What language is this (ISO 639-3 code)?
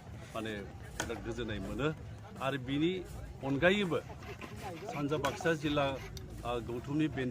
brx